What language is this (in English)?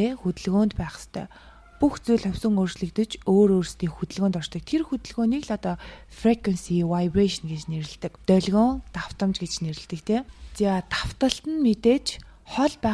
Mongolian